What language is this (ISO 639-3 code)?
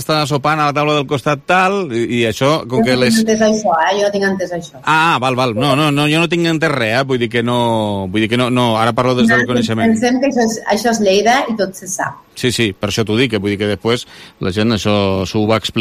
cat